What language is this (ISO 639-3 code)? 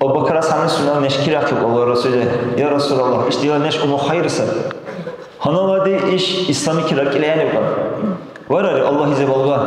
dar